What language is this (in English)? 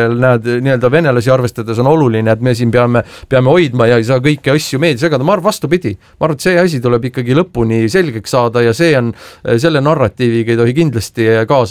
Estonian